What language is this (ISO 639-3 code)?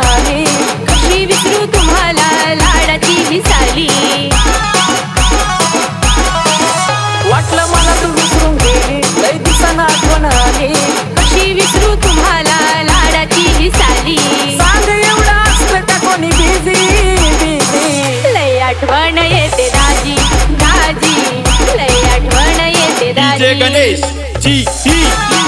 mar